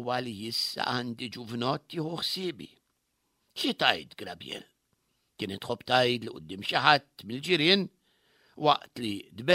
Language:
Maltese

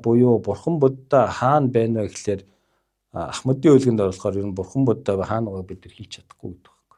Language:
Mongolian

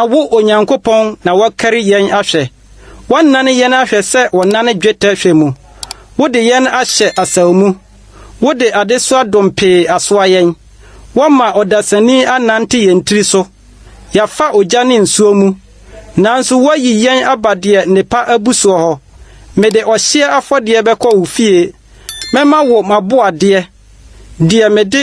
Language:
Akan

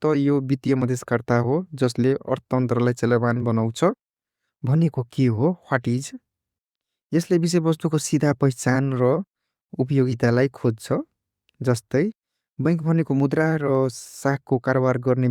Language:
Nepali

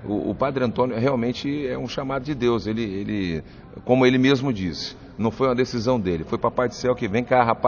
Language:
Portuguese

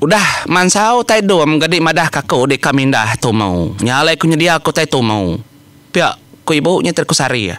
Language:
Iban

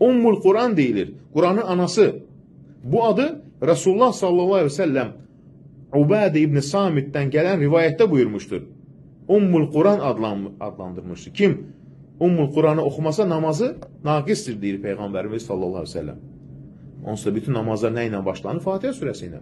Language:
Azerbaijani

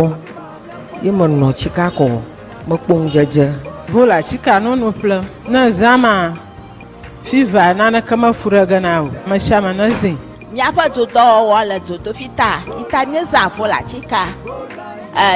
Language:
Ewe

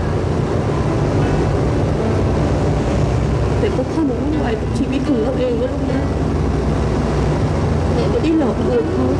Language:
Thai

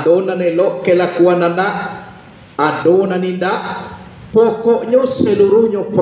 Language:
Minangkabau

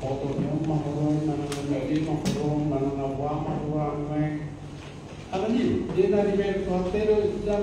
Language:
Batak Toba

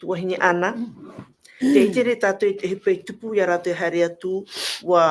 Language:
Tahitian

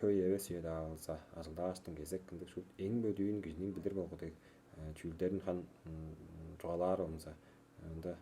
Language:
Tuvinian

